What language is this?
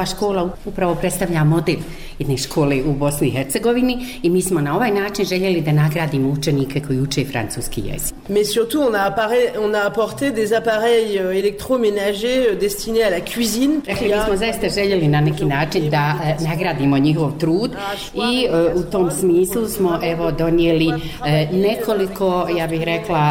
Bosnian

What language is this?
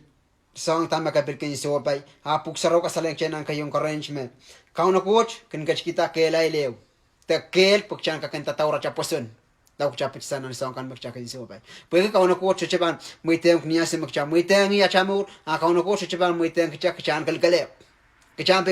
Pohnpeian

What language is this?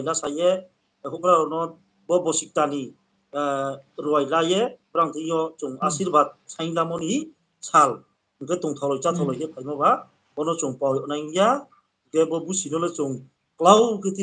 Riang (India)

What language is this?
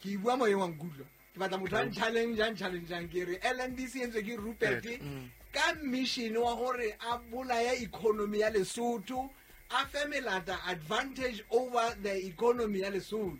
Southern Sotho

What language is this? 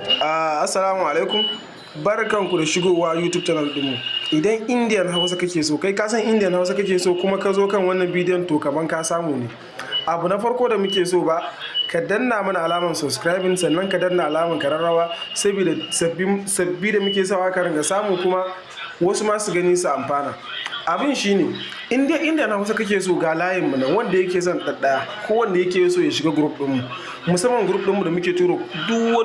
Hausa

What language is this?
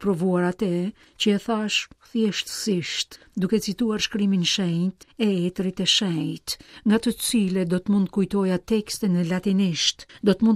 Albanian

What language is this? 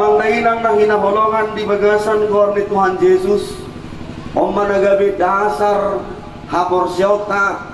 Batak Toba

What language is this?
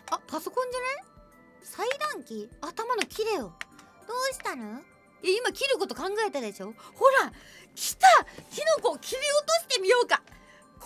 Japanese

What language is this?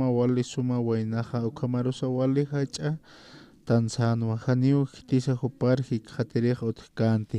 Aymara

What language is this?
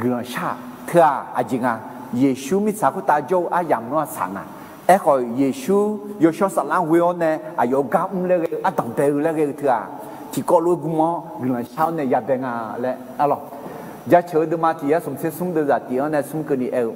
Akha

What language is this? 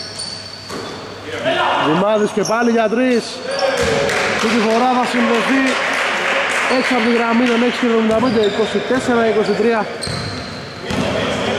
Greek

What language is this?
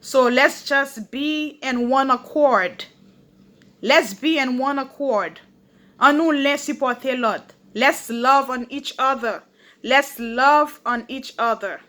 Haitian Creole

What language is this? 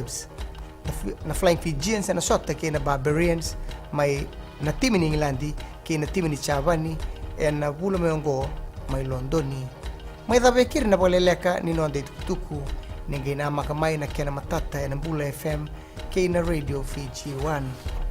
Fijian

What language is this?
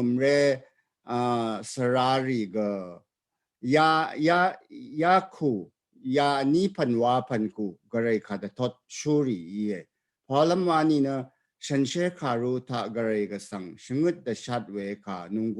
Rawang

